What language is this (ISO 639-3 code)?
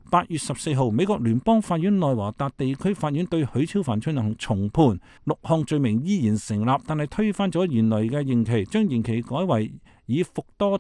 yue